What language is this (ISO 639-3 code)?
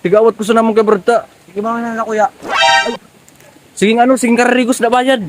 bik